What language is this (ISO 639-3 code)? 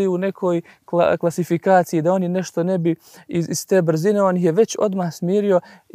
bos